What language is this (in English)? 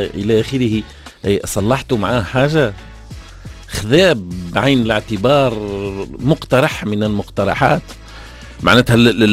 Tunisian Arabic